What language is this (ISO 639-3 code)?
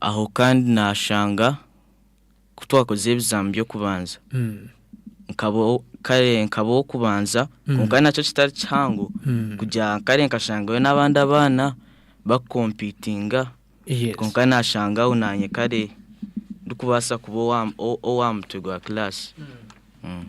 nyn